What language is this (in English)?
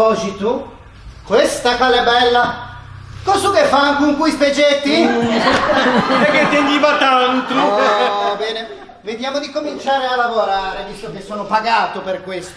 Ligurian